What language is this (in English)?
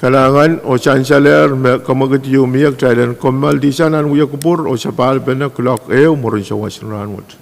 Pohnpeian